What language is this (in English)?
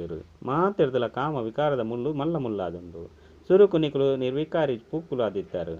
Tulu